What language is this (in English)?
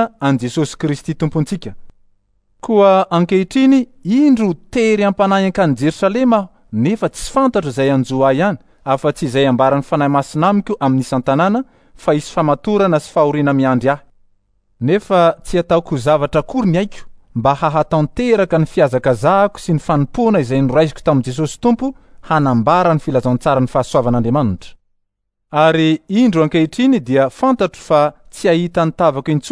Malagasy